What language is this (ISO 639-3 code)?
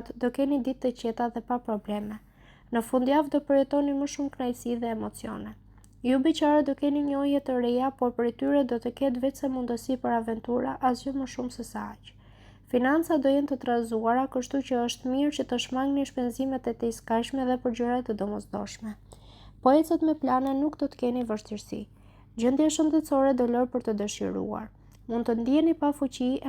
sqi